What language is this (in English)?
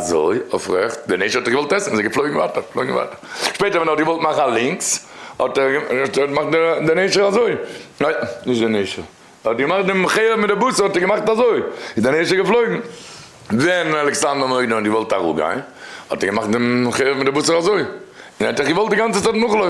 Yiddish